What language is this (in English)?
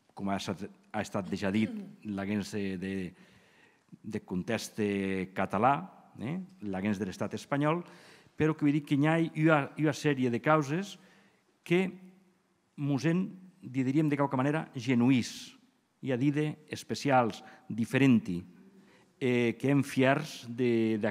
Occitan